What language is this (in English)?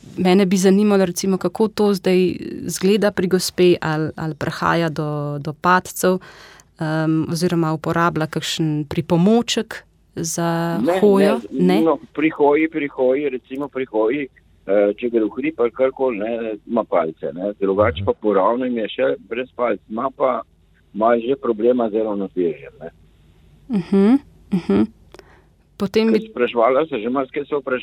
Slovenian